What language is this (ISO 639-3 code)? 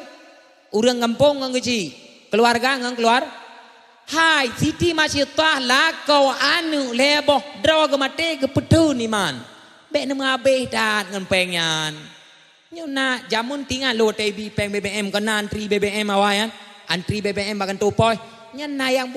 ace